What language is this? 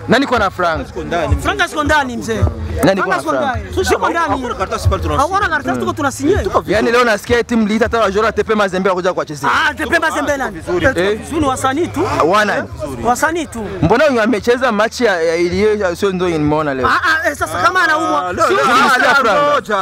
Swahili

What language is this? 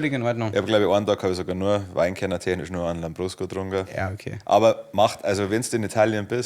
Bavarian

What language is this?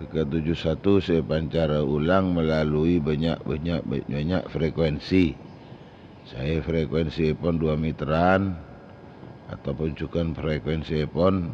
Madurese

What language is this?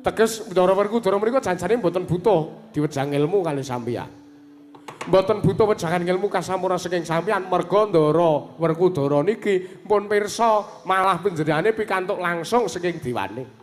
Javanese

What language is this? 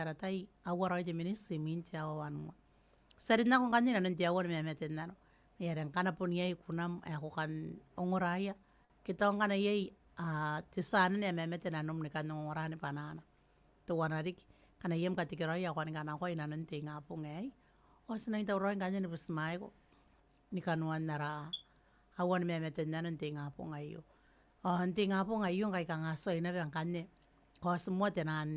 Gilbertese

